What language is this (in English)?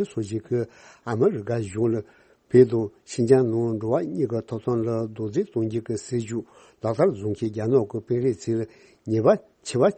Tibetan